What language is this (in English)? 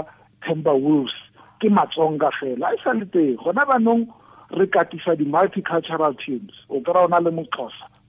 Tswana